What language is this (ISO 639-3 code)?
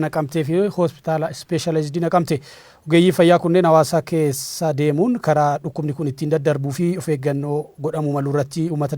orm